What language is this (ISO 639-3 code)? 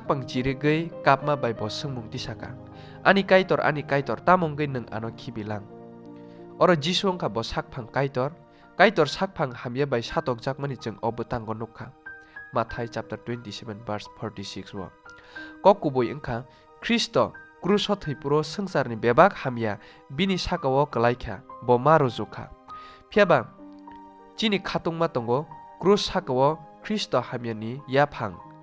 trp